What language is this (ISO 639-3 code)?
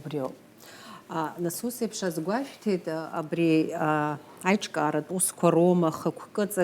abk